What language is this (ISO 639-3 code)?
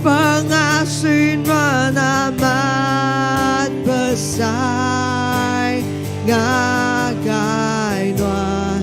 iba